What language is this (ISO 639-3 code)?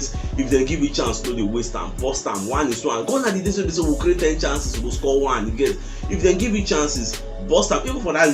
pcm